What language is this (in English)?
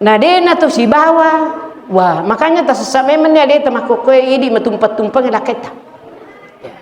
Buginese